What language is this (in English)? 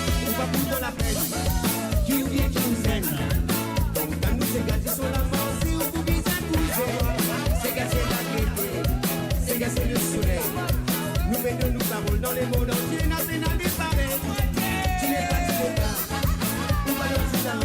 Morisyen